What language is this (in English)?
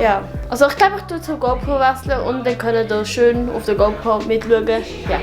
Swiss German